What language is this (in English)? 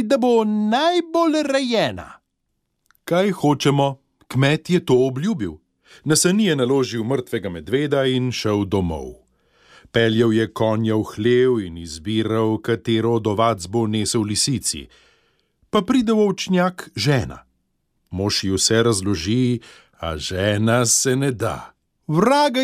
Slovenian